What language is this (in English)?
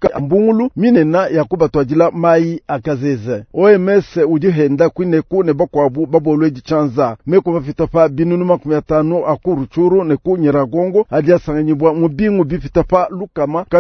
Luba-Lulua